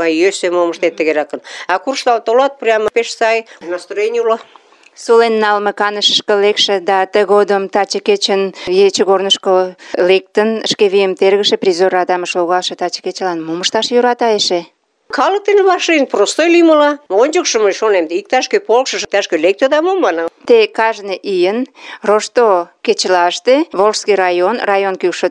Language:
Mari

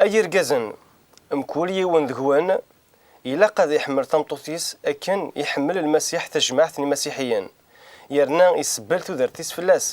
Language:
Kabyle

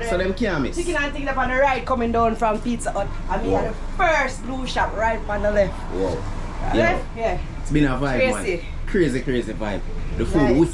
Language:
Jamaican Creole English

